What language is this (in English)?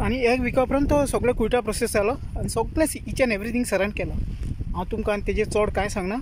Konkani